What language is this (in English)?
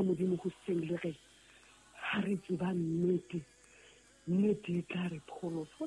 Southern Sotho